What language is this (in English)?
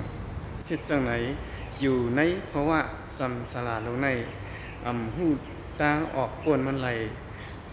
Shan